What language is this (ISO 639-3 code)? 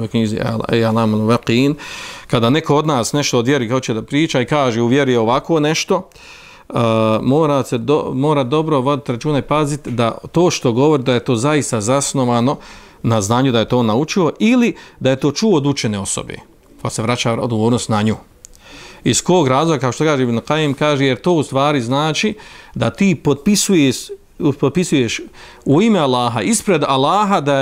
bos